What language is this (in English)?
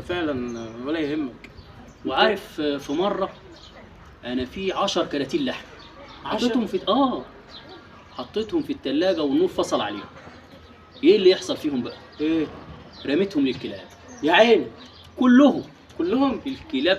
Egyptian Arabic